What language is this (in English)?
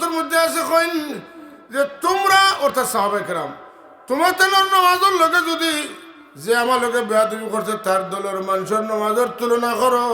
Sylheti